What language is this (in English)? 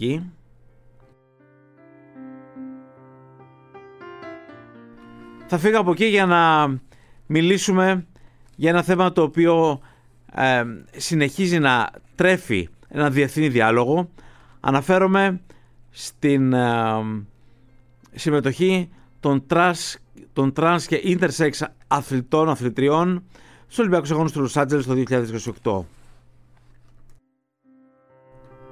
Greek